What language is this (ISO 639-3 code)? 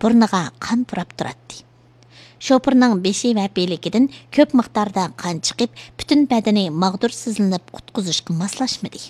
uig